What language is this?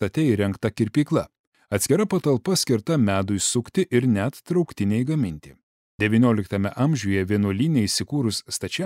Lithuanian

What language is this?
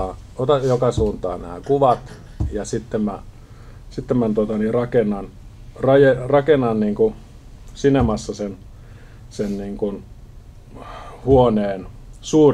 Finnish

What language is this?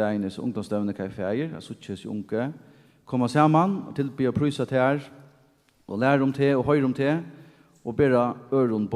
Faroese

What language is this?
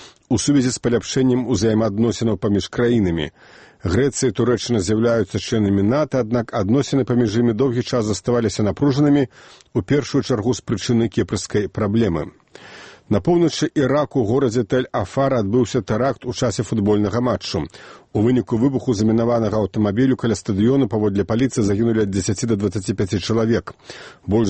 Belarusian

